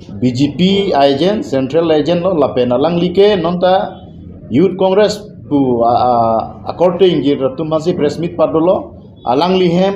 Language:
Karbi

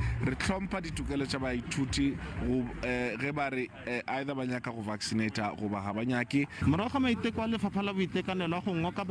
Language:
Northern Sotho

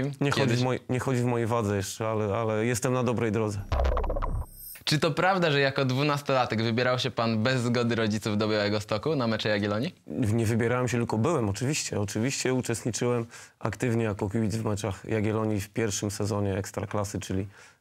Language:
Polish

